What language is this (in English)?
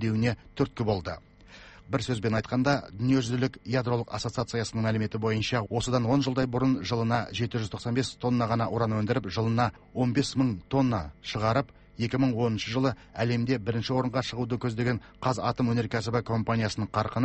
Kazakh